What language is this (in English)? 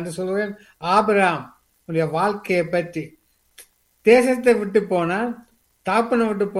Tamil